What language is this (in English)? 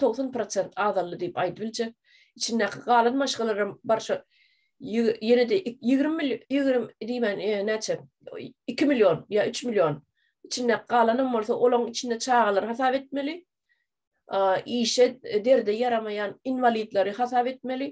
Turkmen